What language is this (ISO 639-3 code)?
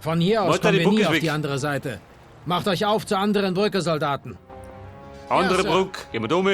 bar